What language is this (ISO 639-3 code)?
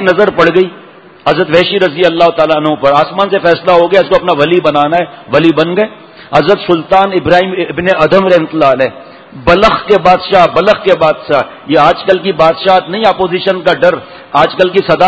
urd